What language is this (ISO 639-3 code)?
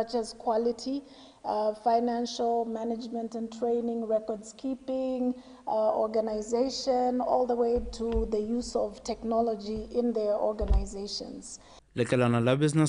tsn